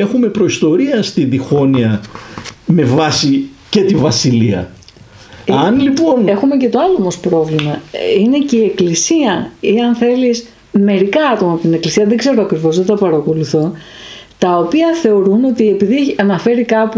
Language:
Greek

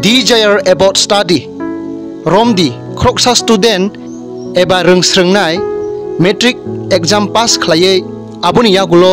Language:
Kok Borok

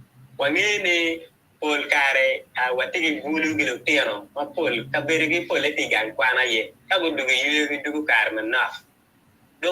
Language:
Acoli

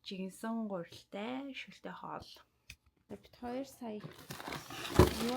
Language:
Mongolian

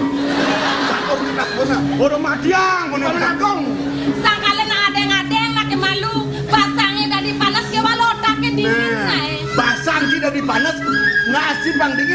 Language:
Balinese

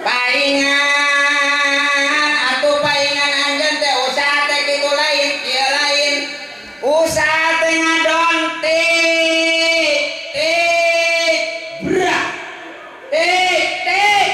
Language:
Sundanese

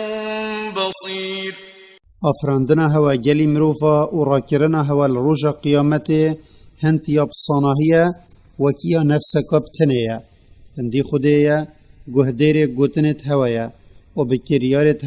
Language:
Kurdish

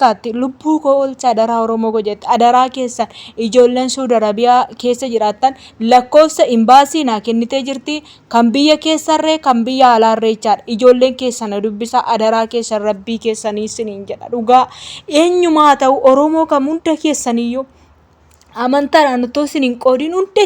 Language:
Oromo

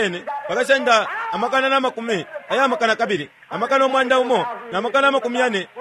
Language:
Bemba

